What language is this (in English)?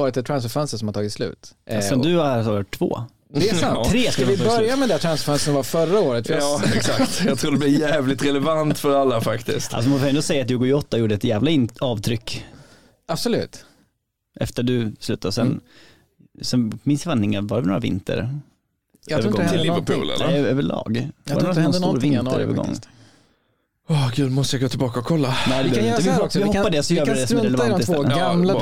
Swedish